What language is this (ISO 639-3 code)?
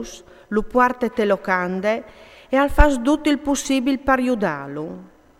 fur